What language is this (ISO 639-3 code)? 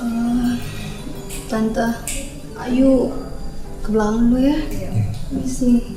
mui